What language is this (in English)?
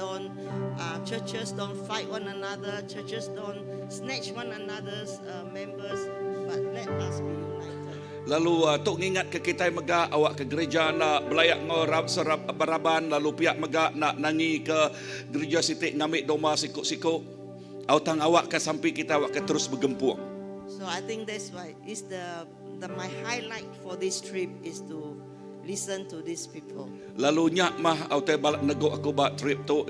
Iban